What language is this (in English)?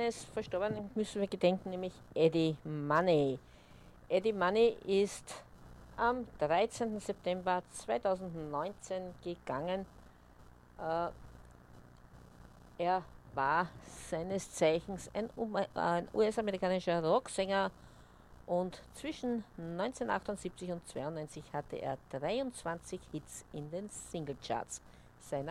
German